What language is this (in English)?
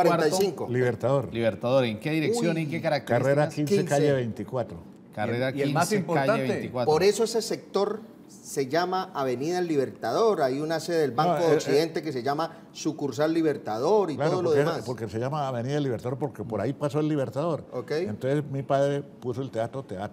Spanish